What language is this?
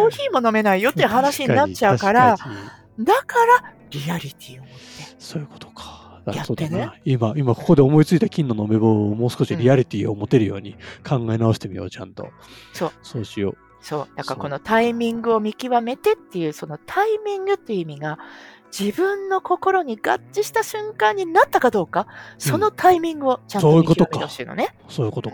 Japanese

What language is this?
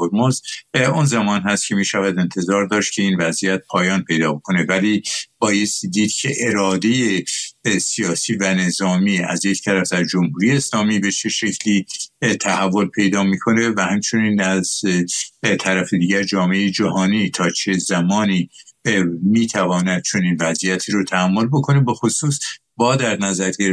Persian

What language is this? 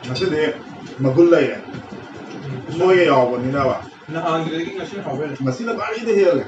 Manipuri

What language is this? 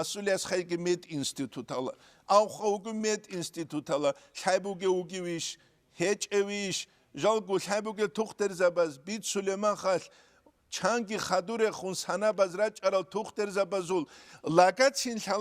Avaric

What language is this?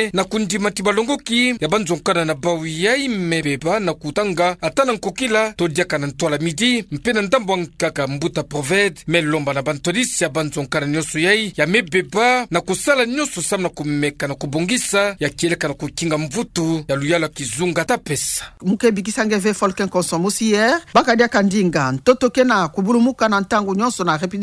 Kituba (Democratic Republic of Congo)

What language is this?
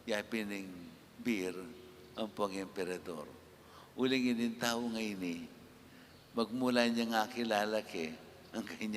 Pampanga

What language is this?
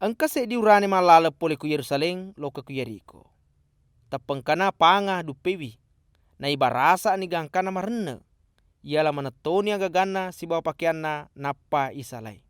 Buginese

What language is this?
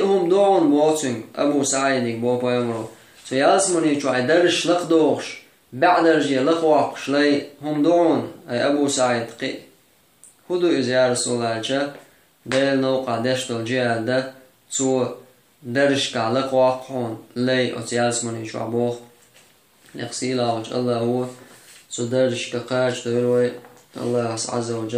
Chechen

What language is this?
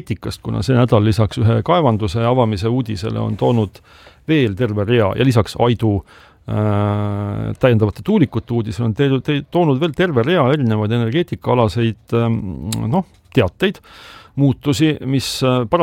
Estonian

